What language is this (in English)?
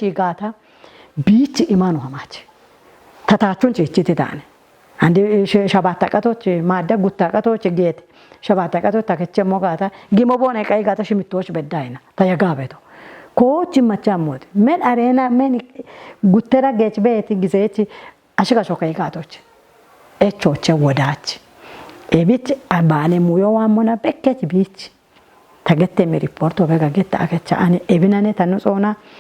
Kafa